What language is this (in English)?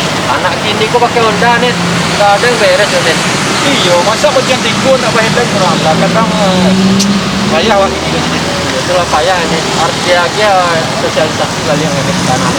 Minangkabau